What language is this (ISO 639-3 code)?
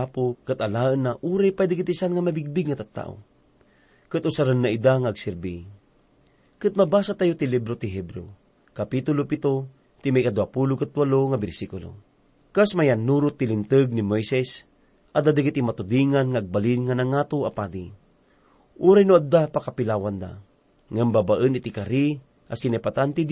ilo